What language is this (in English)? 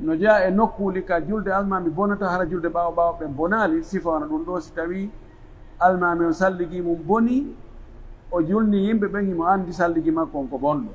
Pular